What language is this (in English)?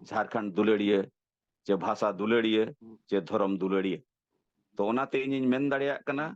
Santali